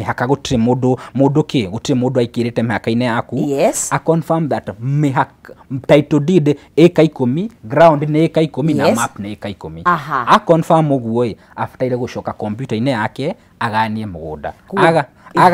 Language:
Kikuyu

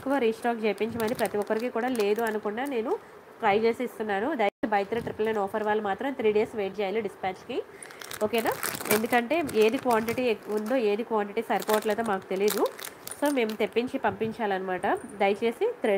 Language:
Telugu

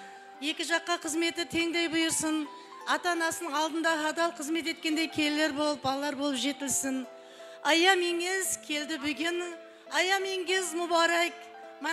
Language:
Kara-Kalpak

